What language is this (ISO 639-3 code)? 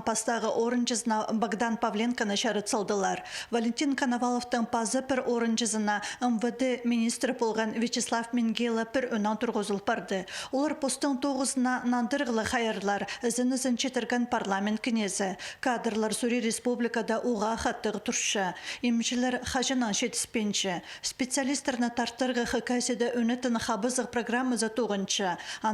kjh